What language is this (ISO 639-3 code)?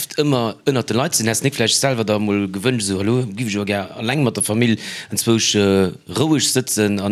ltz